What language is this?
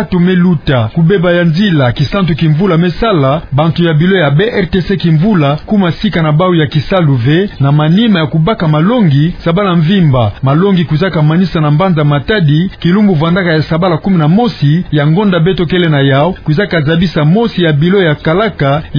Kituba (Democratic Republic of Congo)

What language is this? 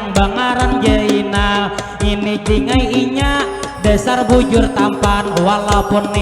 Banjar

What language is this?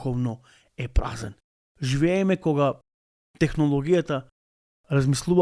Macedonian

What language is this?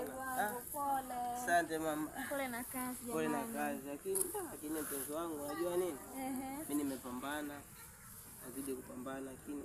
Swahili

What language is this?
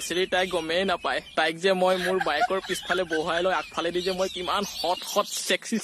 Assamese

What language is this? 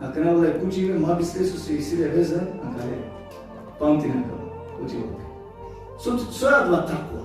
Balkan Romani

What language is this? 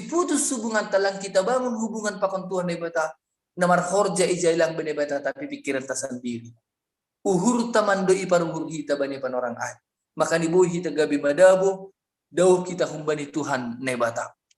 Batak Simalungun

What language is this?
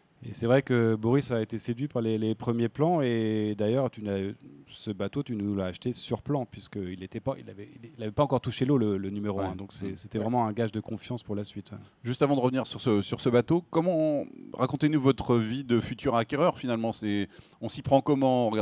French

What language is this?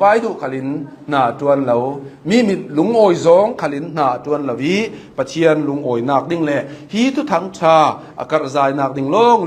Hakha Chin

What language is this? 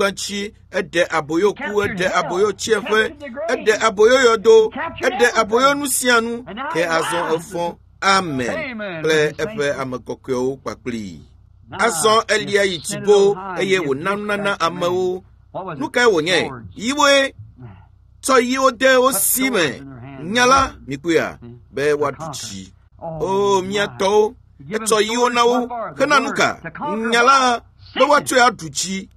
Ewe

